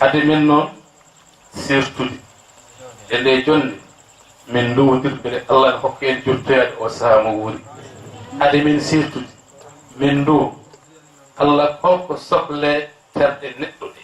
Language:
Fula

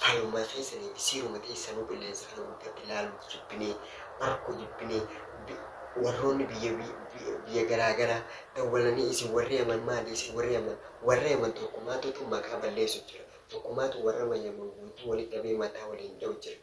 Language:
Oromo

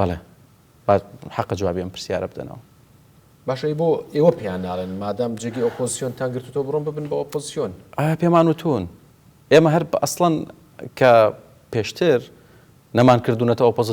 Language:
Central Kurdish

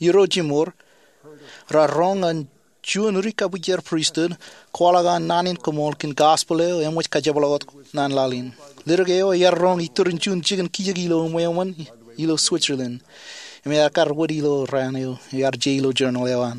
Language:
Marshallese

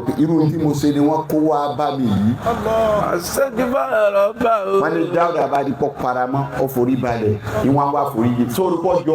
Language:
Yoruba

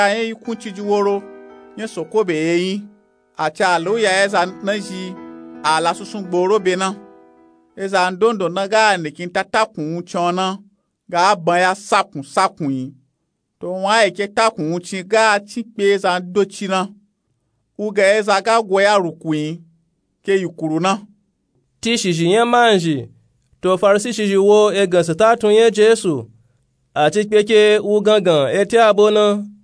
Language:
Nupe-Nupe-Tako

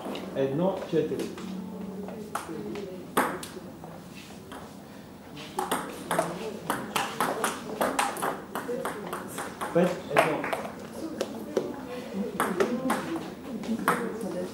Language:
Bulgarian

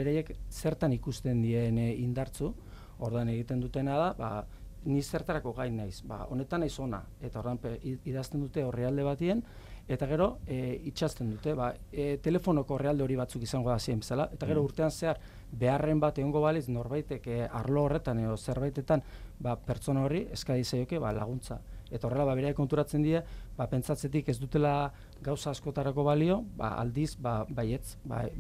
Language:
Basque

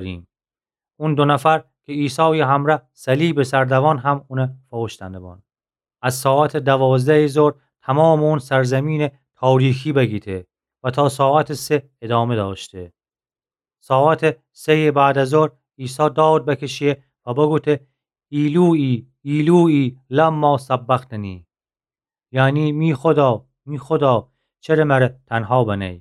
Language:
Gilaki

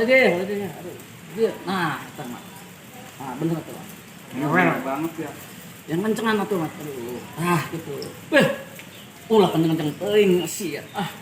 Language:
Betawi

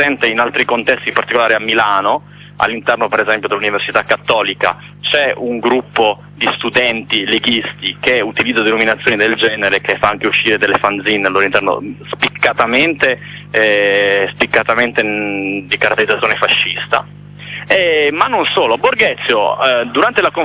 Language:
Italian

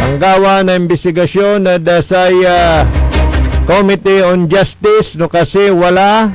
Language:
Pangasinan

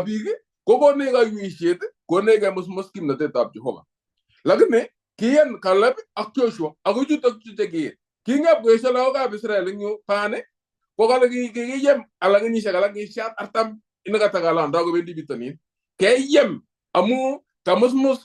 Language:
Kalenjin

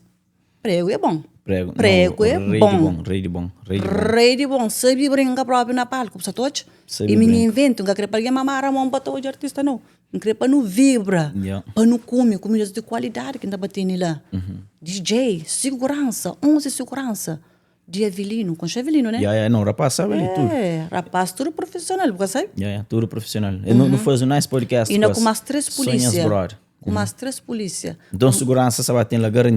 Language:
Kabuverdianu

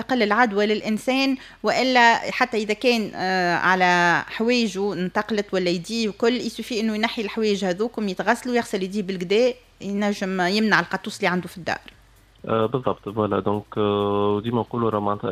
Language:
Tunisian Arabic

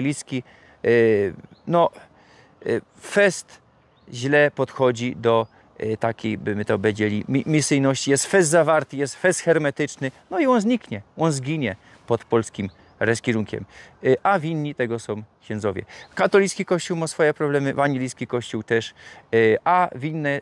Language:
Silesian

